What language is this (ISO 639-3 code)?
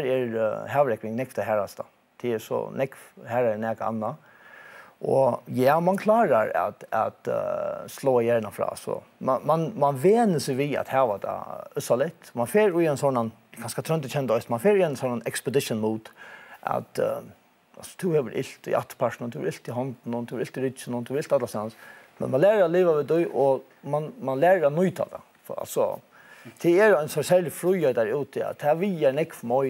fao